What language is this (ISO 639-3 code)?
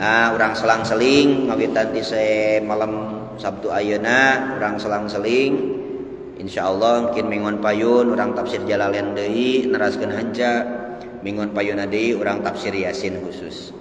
sun